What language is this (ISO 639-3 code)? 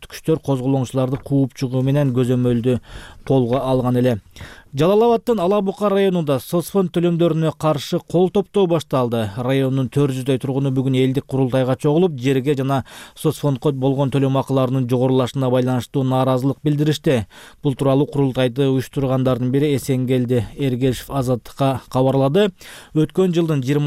kir